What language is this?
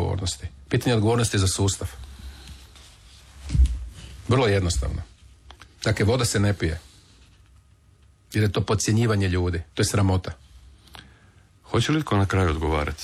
Croatian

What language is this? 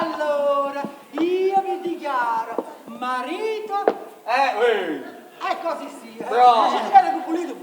Neapolitan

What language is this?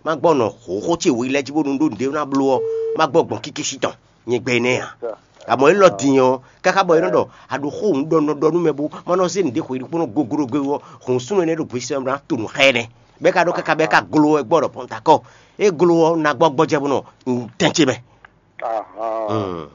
Fon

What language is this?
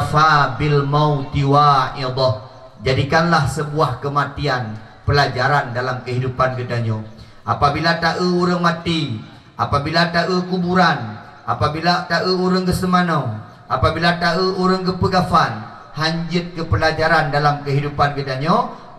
Achinese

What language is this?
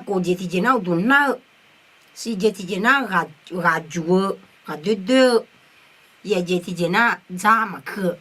Akha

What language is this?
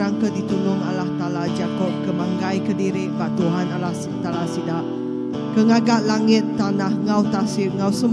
Iban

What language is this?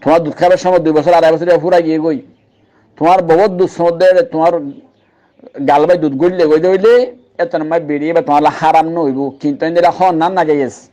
Rohingya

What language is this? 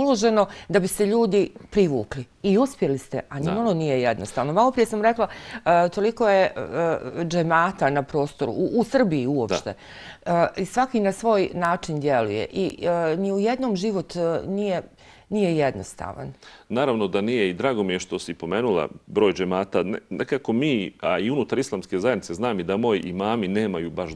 Bosnian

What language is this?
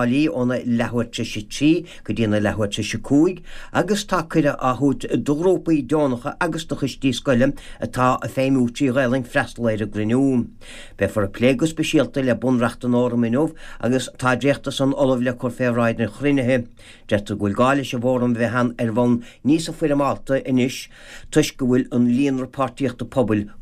Irish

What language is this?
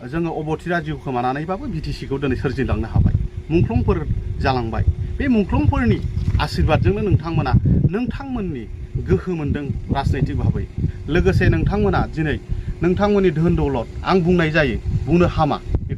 Bodo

